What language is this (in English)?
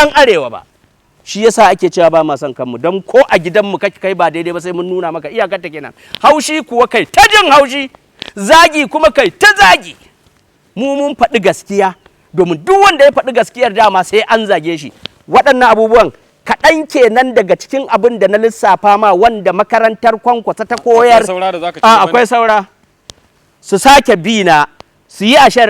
Hausa